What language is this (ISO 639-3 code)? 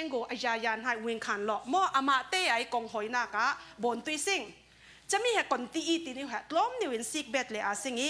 cfm